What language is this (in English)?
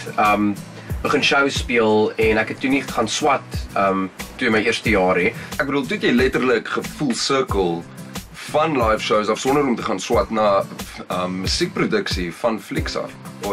Afrikaans